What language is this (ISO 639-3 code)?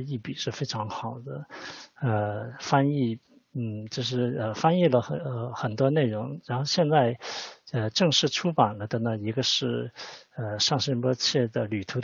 zho